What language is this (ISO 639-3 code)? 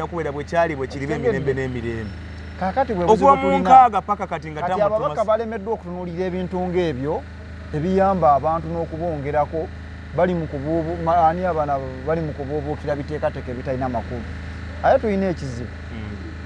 lug